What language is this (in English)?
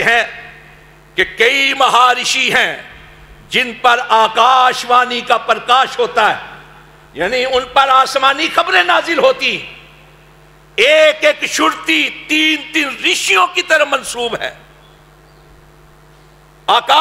Urdu